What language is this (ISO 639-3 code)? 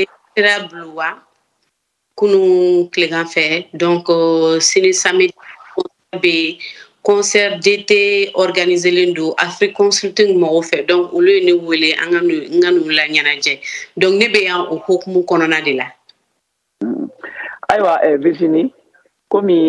bam